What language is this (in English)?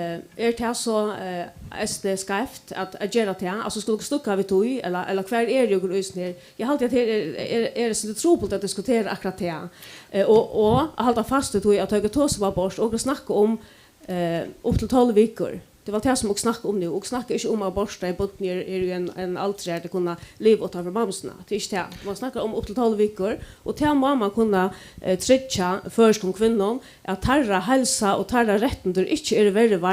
Faroese